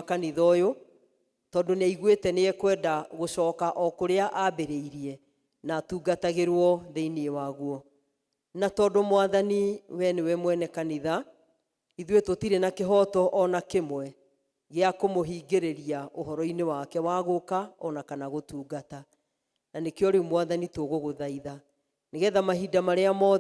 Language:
Kikuyu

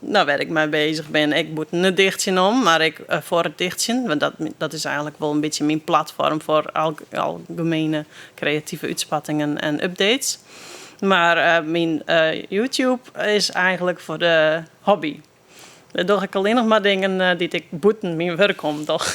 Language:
Western Frisian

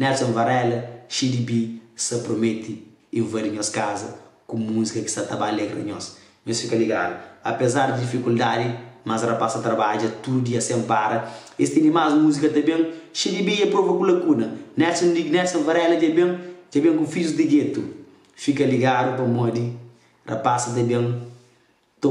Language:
Kabuverdianu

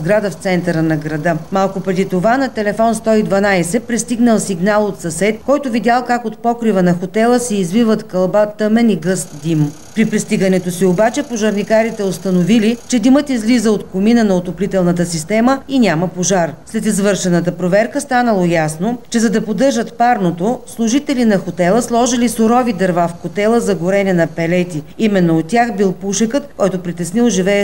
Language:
Bulgarian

